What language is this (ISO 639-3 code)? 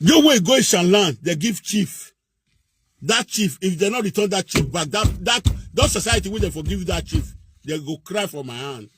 pcm